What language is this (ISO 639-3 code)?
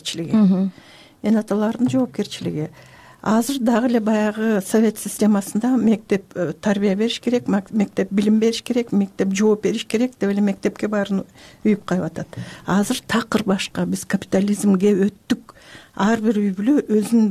kir